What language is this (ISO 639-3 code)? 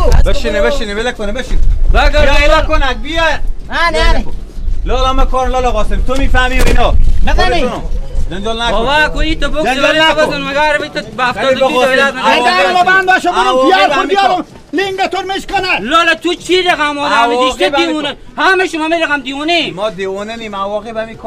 fas